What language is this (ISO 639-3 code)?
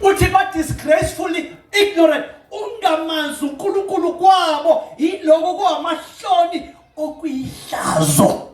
zul